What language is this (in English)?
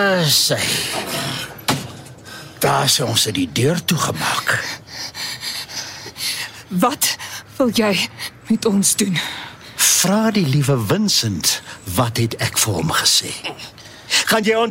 Afrikaans